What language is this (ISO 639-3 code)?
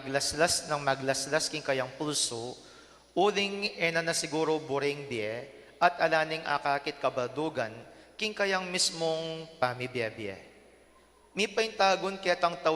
pam